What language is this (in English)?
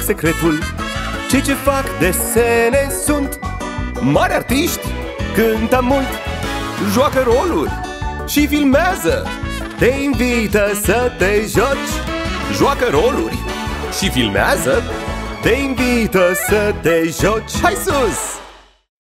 Romanian